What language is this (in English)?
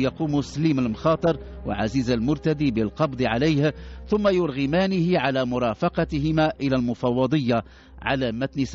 Arabic